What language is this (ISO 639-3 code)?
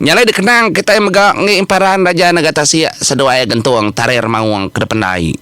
iba